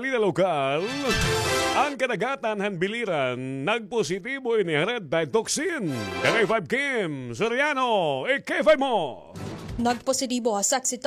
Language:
Waray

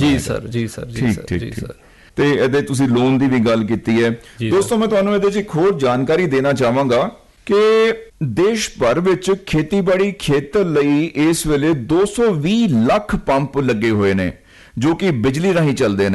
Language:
Punjabi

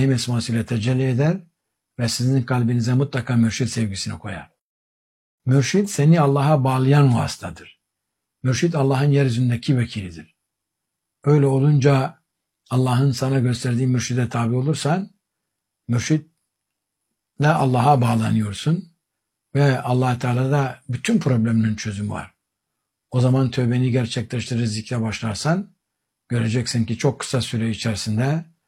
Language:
Turkish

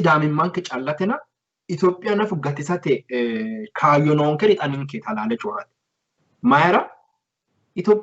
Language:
Sidamo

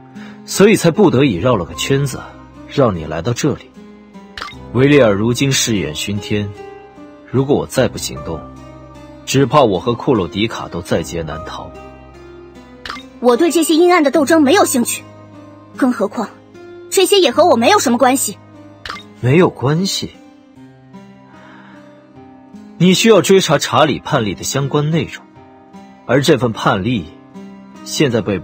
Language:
Chinese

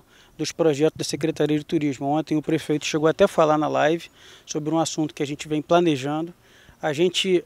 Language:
Portuguese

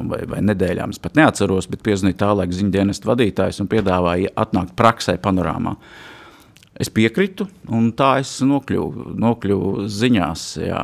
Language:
Latvian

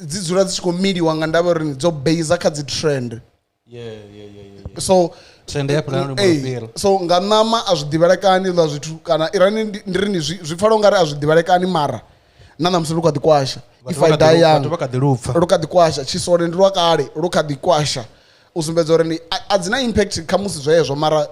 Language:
Venda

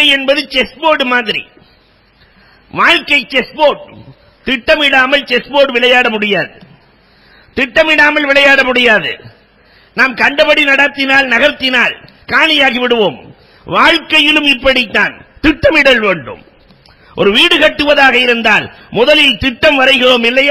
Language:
Tamil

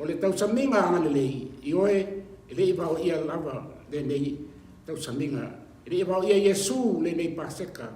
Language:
Samoan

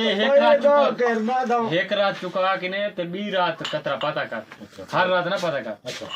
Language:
Saraiki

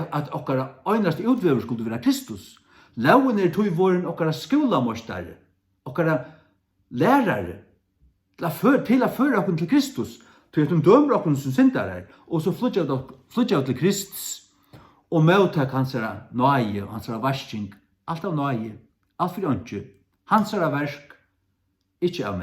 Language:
Faroese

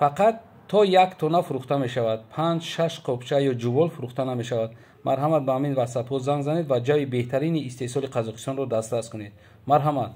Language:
Tajik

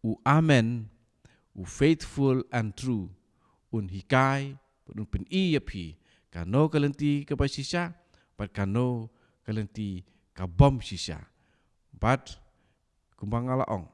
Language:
Khasi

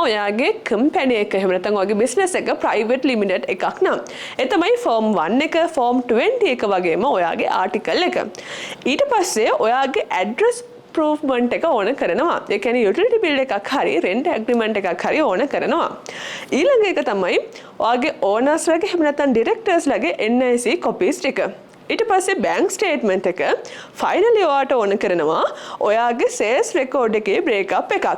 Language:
Sinhala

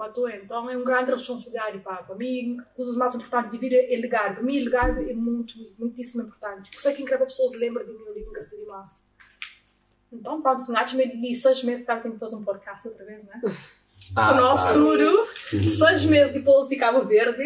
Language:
Kabuverdianu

